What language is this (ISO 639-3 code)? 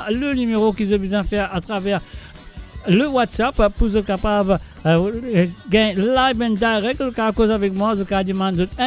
mfe